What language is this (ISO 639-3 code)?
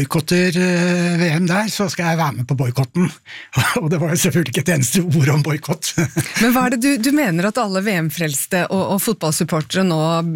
nor